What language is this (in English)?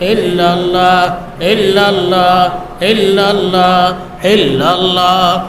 Sylheti